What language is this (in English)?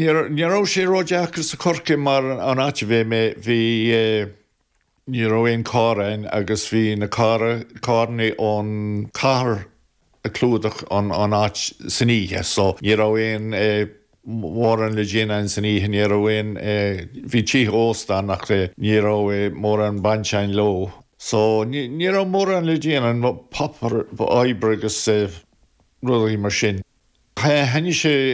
Irish